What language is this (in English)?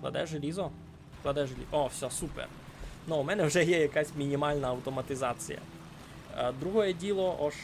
Rusyn